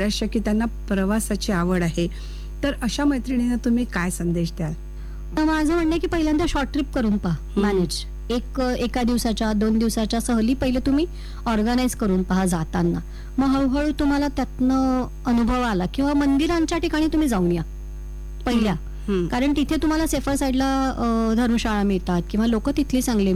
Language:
Marathi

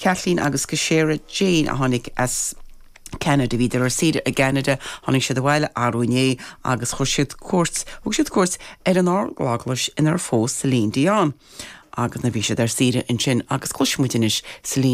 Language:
Irish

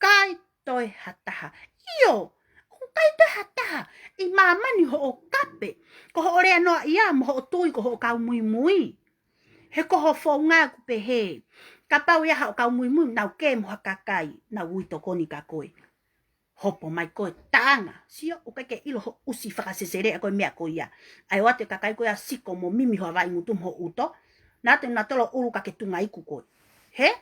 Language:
Tongan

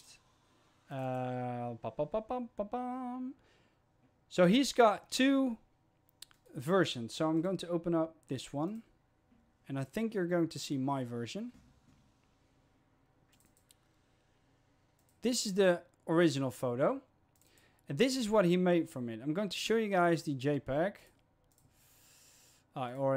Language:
English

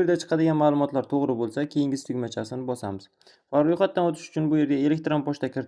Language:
Uzbek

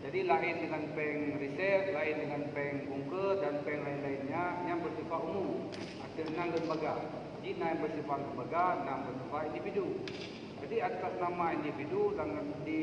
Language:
Achinese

